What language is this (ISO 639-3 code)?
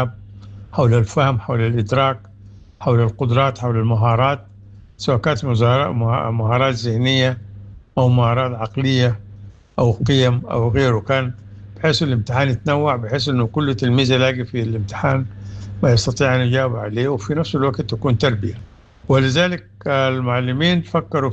apd